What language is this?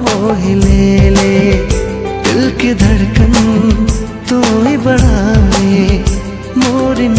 Sadri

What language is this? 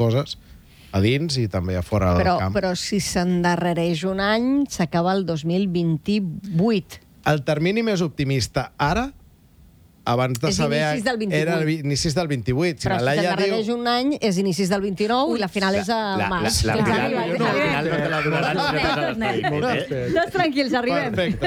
Catalan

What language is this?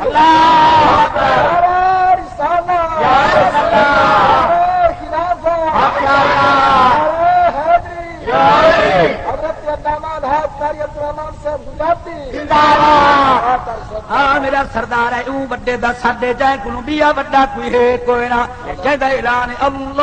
Saraiki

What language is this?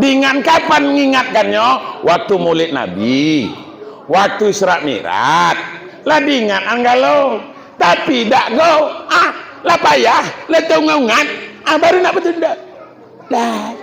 Minangkabau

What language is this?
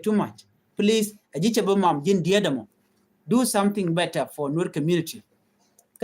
Nuer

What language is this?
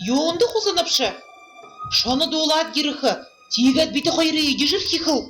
Buriat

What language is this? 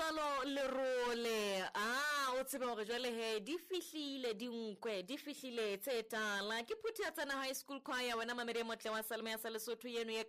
Southern Sotho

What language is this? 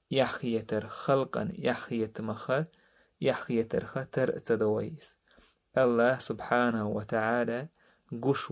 Chechen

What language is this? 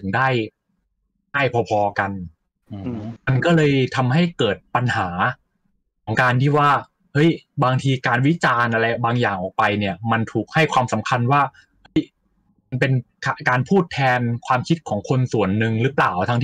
Thai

